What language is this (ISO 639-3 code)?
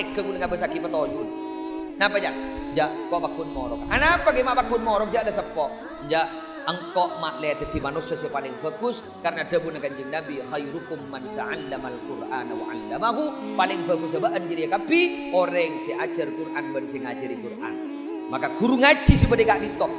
mad